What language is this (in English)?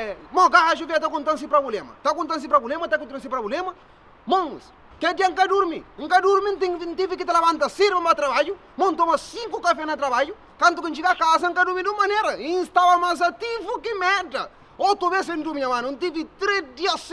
Kabuverdianu